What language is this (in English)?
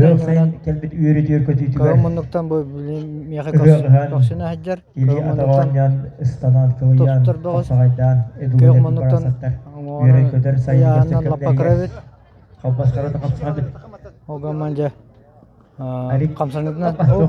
Yakut